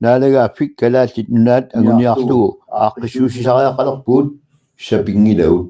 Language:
Kalaallisut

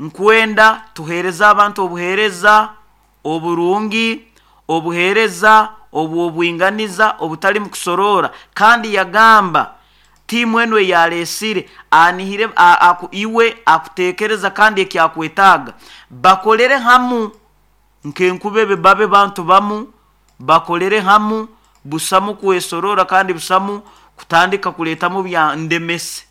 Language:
Nyoro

